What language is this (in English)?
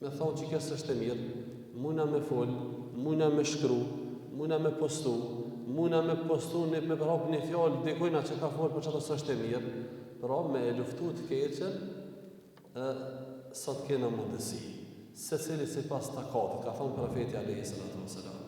Albanian